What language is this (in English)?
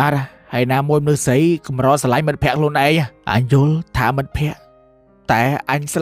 Khmer